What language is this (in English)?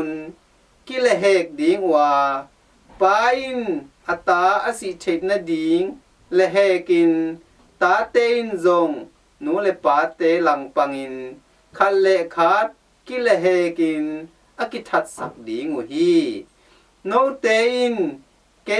Tedim Chin